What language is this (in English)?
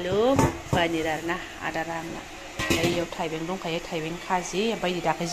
Bodo